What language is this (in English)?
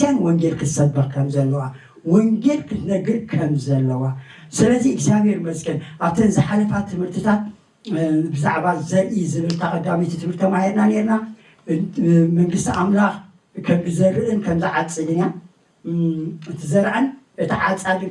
Tigrinya